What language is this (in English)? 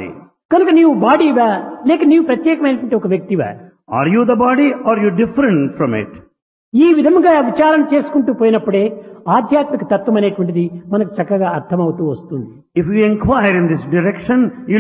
Telugu